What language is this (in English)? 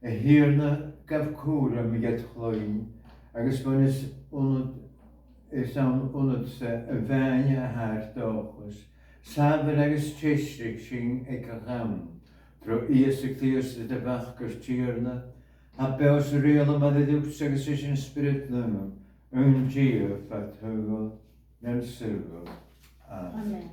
Scottish Gaelic